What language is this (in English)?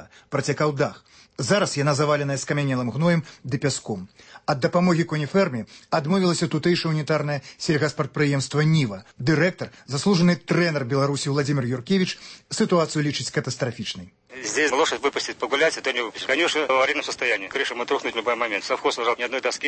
Belarusian